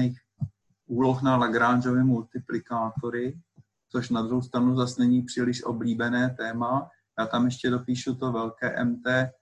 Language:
Czech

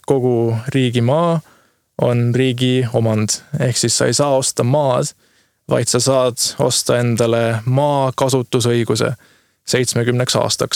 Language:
Estonian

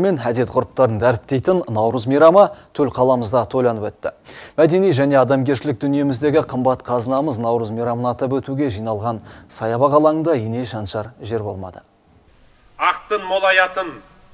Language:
Kazakh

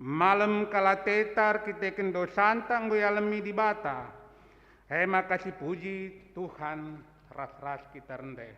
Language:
Batak Karo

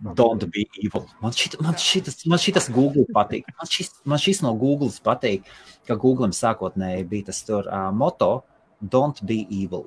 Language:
Latvian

